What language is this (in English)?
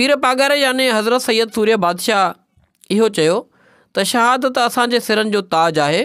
Sindhi